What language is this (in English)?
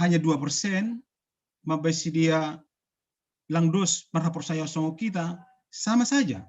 Batak Simalungun